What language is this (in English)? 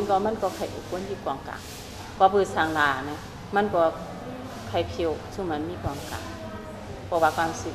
Shan